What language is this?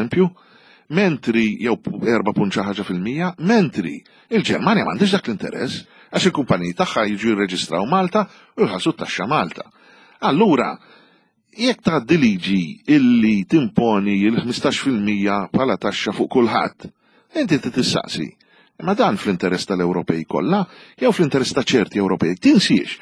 Maltese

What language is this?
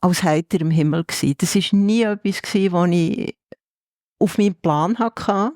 Swiss German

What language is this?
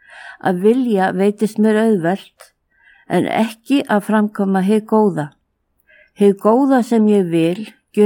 Icelandic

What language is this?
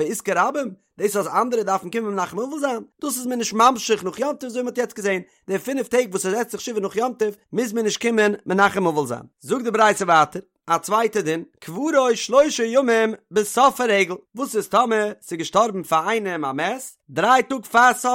Yiddish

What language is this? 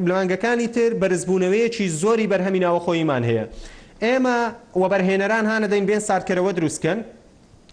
Central Kurdish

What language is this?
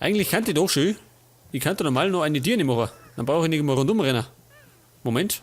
Bavarian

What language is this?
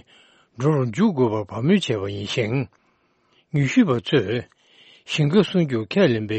Tibetan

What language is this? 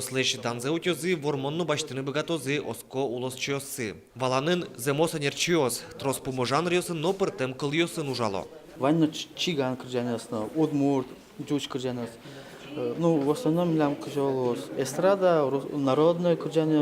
Udmurt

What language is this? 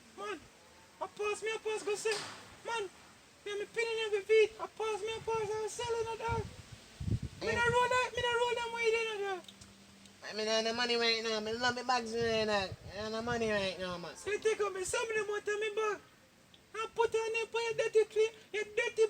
Jamaican Creole English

